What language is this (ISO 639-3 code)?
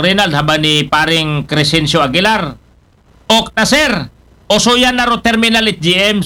akl